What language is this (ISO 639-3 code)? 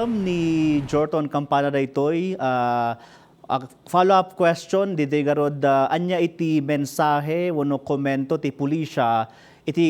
ilo